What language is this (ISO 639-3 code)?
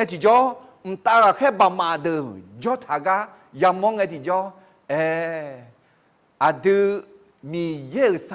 ahk